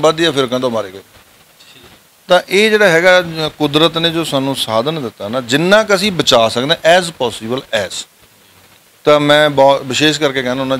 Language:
Punjabi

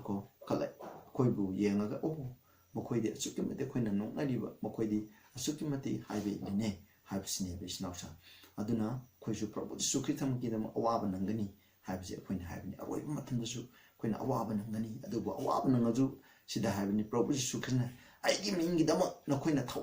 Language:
Manipuri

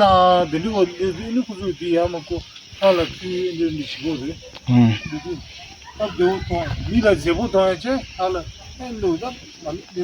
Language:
Tibetan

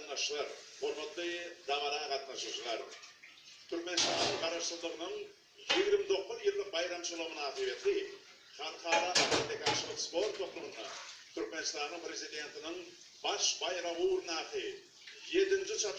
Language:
Turkmen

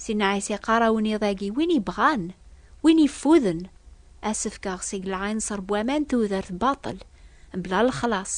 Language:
Kabyle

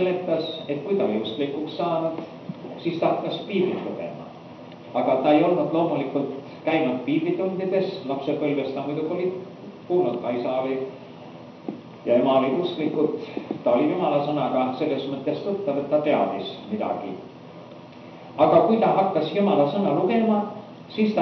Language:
Estonian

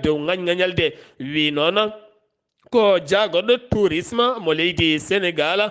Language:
Fula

